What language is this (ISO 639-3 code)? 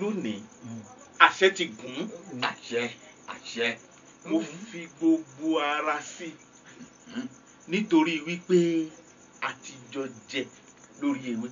yor